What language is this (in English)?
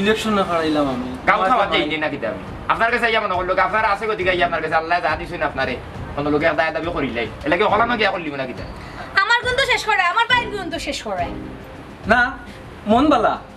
Sylheti